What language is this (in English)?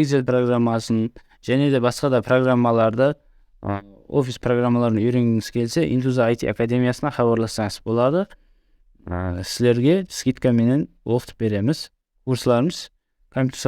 Kara-Kalpak